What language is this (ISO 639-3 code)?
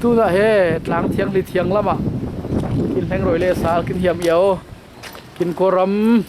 cfm